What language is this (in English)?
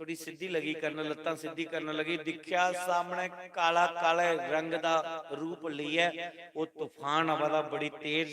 Dogri